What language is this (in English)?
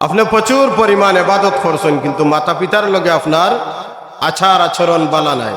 Sylheti